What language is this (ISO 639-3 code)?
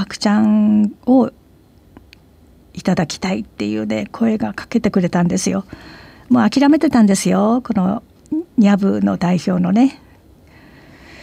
jpn